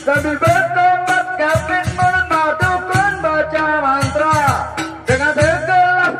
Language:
Sasak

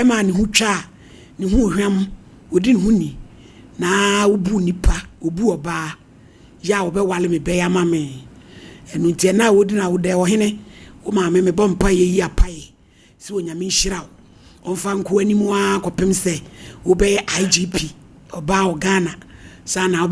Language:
Akan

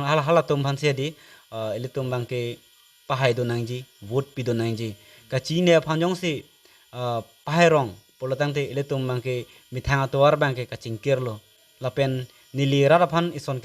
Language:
Karbi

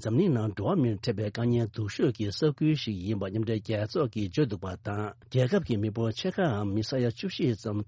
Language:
Tibetan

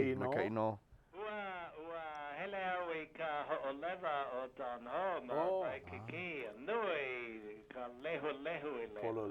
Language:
Hawaiian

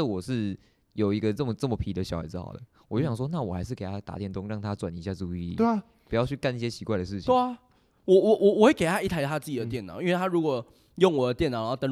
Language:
Chinese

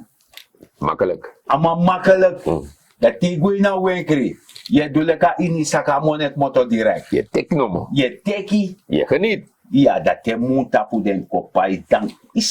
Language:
Sranan Tongo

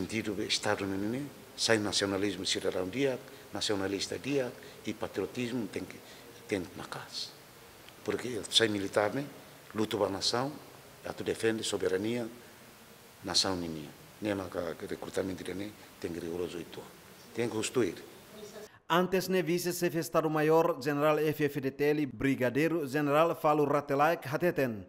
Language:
Tetum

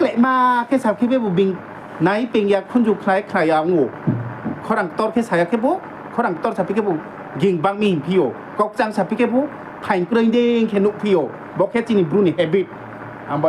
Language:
Riang (India)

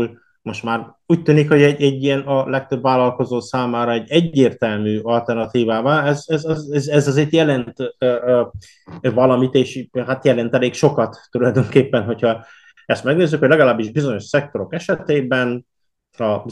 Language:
Hungarian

